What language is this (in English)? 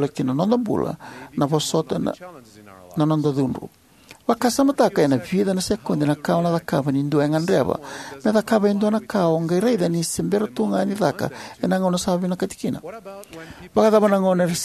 Fijian